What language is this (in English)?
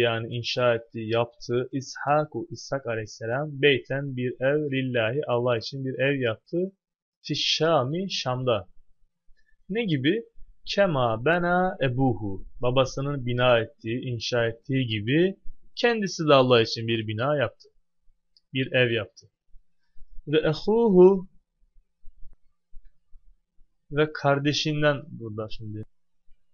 Turkish